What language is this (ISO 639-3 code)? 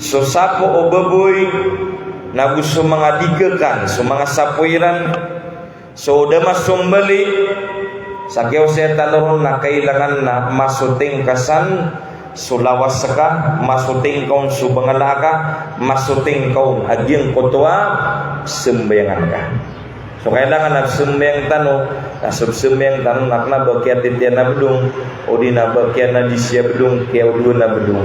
mrw